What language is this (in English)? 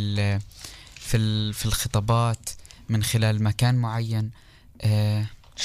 North Levantine Arabic